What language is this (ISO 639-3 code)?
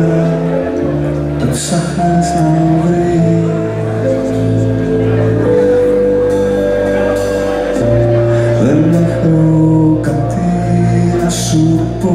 ell